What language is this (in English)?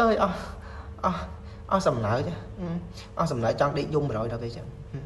Khmer